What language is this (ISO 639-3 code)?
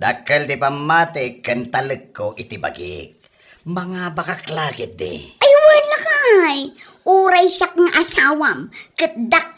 ilo